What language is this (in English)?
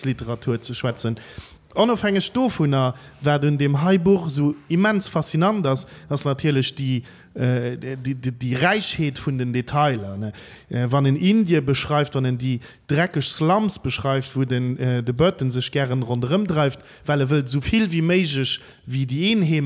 Luxembourgish